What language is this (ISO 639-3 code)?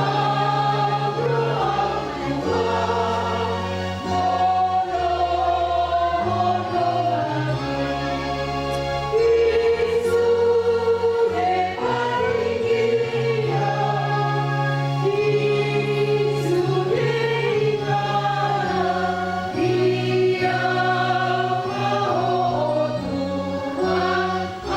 bbc